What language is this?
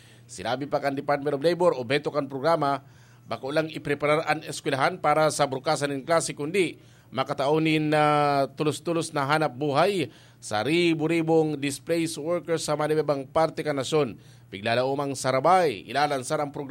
Bikol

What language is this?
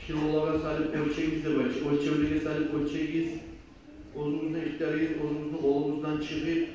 Kumyk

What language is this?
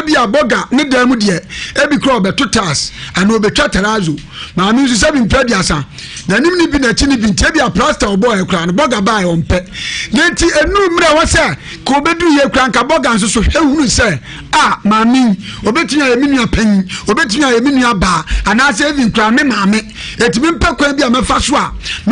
Akan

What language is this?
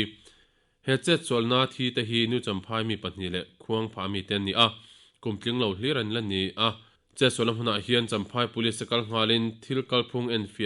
Mizo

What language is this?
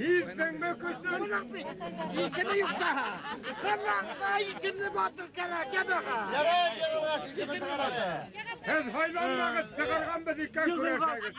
Bashkir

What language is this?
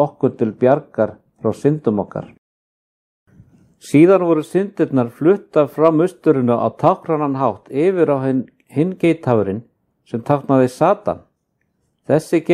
Icelandic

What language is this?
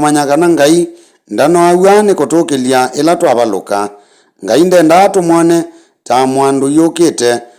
Kamba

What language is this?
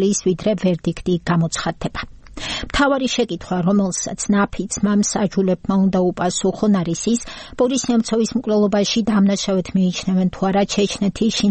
Georgian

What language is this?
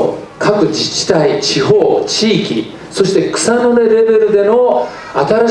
Japanese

